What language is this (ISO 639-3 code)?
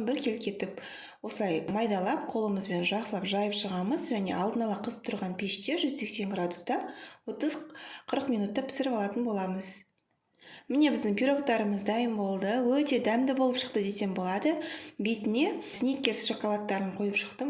kaz